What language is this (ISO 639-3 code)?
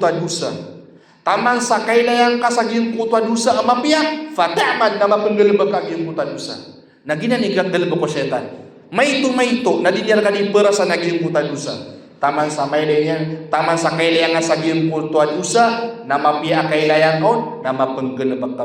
mrw